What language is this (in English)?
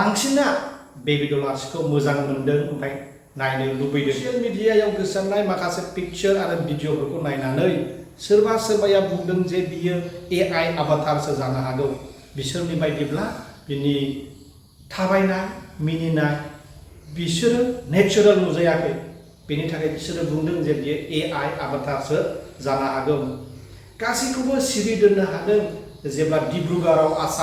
Bodo